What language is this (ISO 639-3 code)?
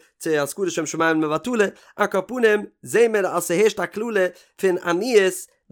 yid